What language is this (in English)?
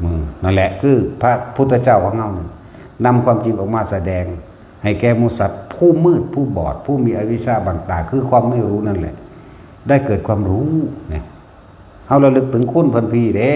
Northeastern Thai